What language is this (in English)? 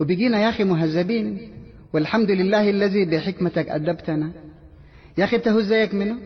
Sudanese Arabic